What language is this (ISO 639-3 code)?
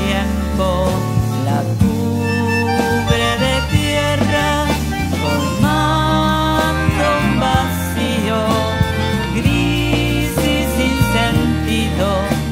spa